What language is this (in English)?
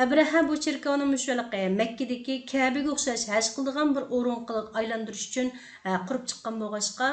Uyghur